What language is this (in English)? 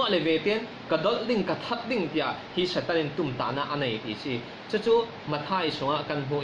Falam Chin